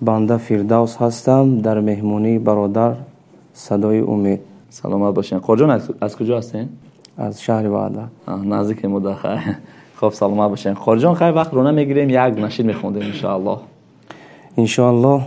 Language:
Tajik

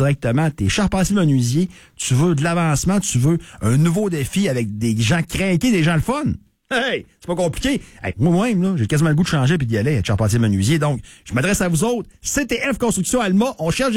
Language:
French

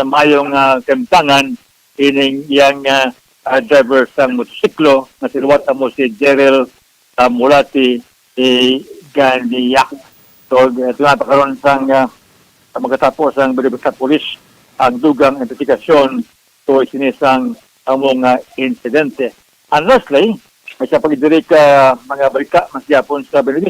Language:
Hiligaynon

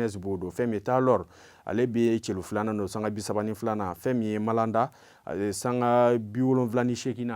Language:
Bambara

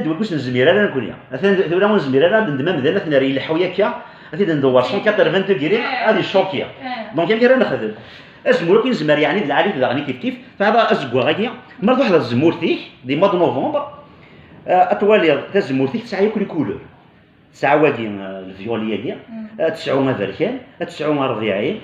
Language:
Kabyle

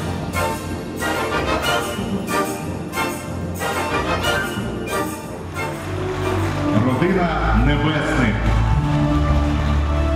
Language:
Ukrainian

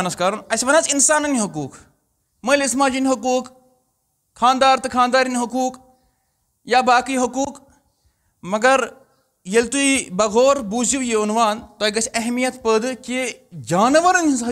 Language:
Kashmiri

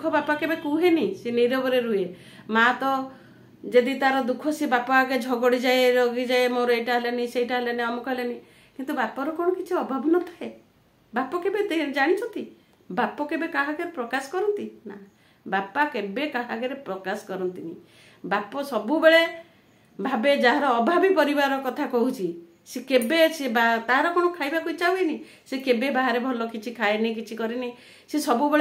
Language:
Odia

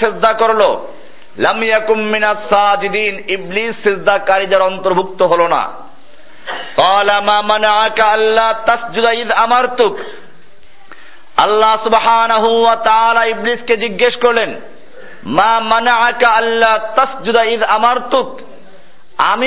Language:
Bangla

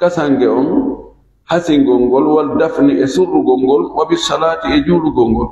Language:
Pular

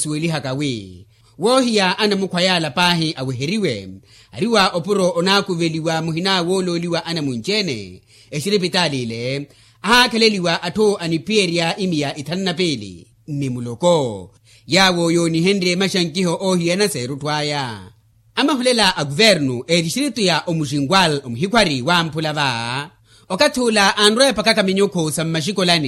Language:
Makhuwa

